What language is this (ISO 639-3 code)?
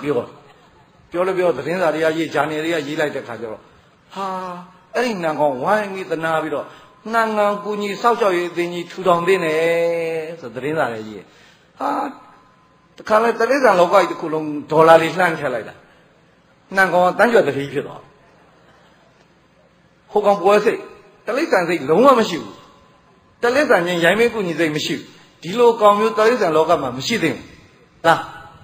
mya